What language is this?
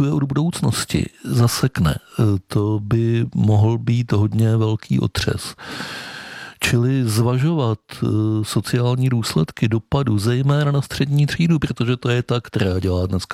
Czech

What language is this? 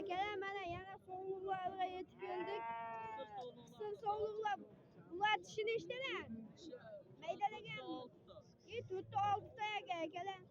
Uzbek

